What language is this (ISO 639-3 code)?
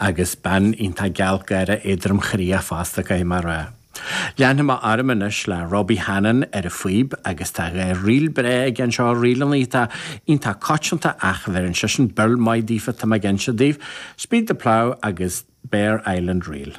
gle